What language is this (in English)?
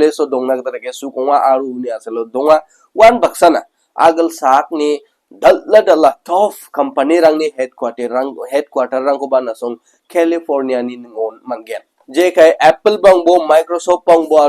Garo